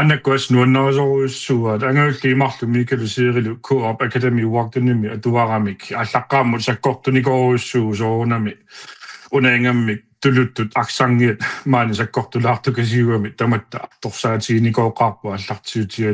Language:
Kalaallisut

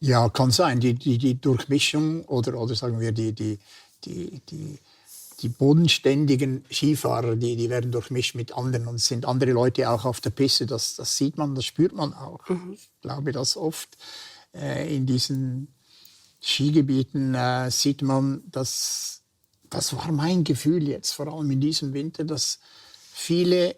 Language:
Swiss German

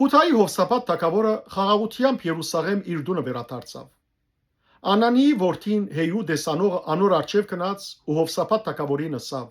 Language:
Western Armenian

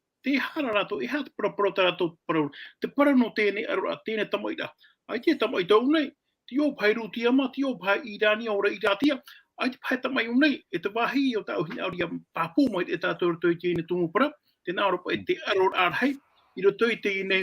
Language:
Tahitian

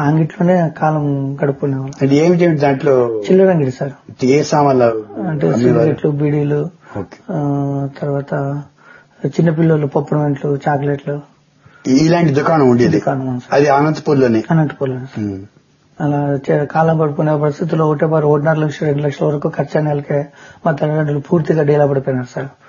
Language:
Telugu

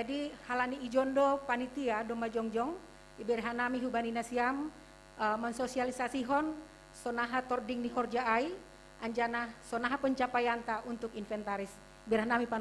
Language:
Batak Simalungun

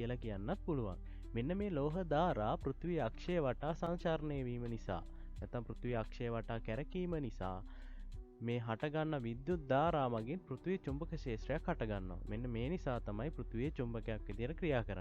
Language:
Sinhala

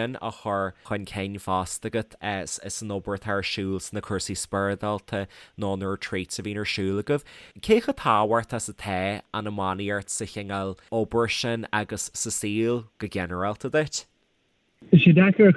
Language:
Irish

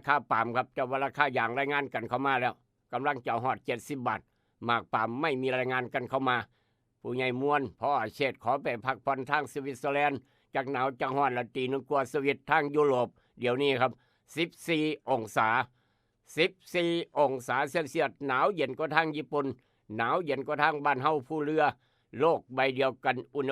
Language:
Northeastern Thai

